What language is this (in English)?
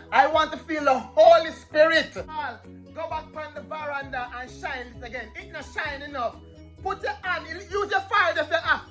Jamaican Creole English